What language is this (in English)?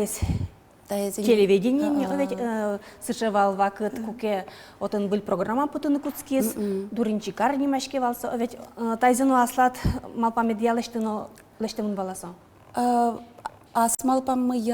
Udmurt